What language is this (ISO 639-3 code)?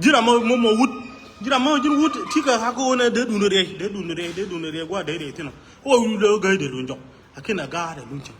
nus